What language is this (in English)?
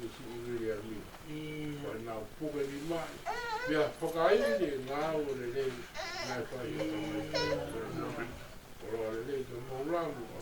Tongan